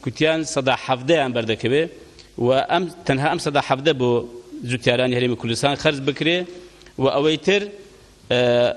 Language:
Central Kurdish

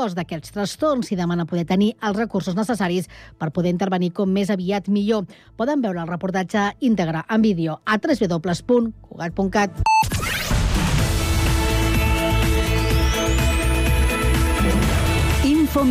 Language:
Catalan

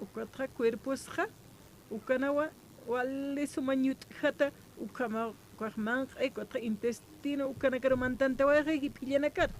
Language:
Aymara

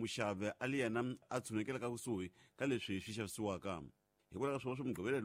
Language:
Tsonga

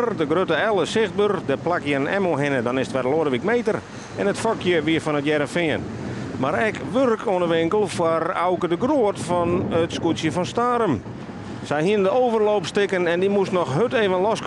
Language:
Western Frisian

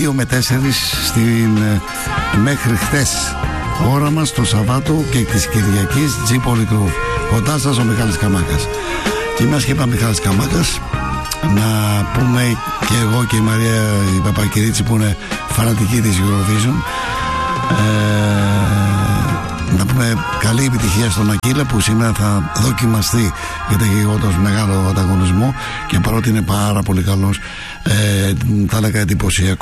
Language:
Greek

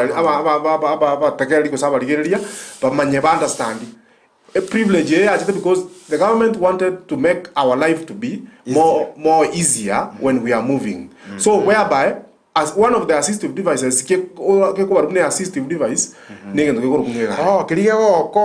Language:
Gusii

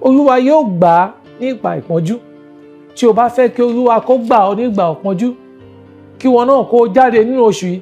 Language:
Yoruba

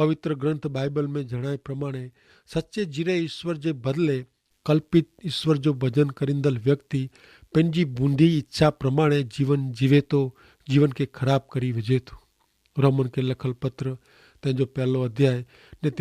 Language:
Kachhi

